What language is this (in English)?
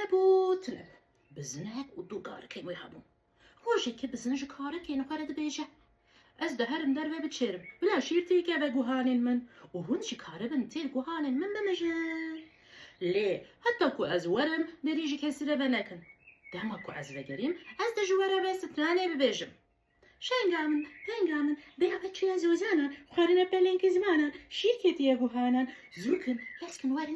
Kurdish